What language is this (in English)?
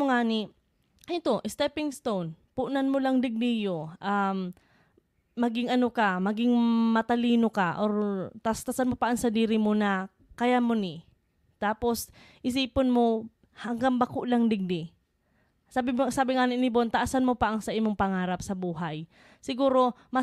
Bikol